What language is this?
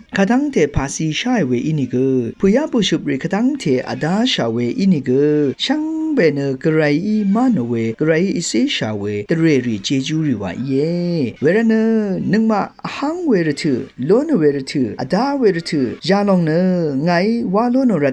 Rawang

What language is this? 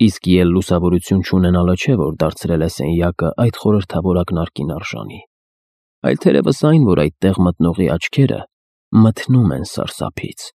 Armenian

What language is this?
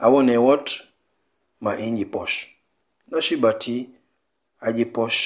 Mankanya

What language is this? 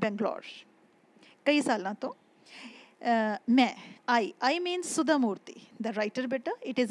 Punjabi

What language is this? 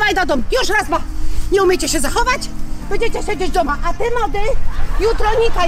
Polish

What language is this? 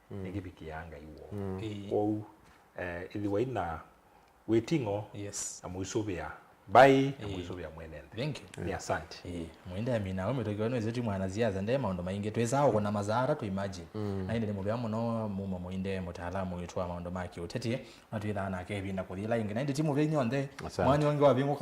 Kamba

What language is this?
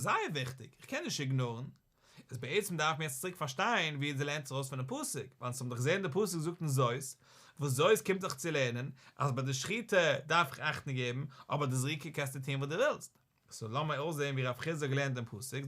Yiddish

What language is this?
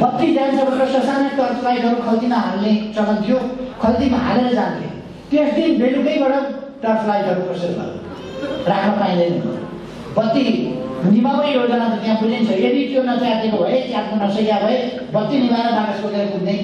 Nepali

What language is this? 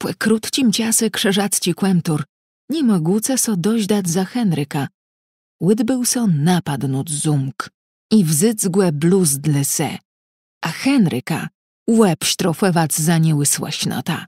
Kashubian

